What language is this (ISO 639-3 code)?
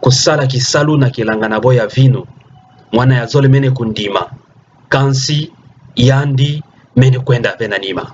ktu